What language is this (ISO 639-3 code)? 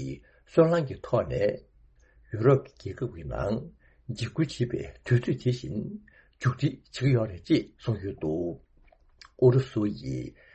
bod